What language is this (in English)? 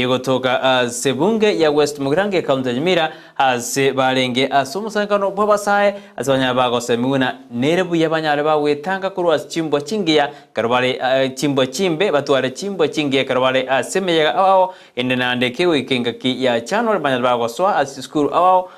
Gusii